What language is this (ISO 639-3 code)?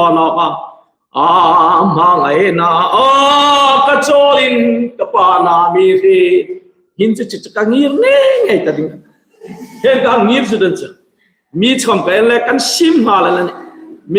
hmr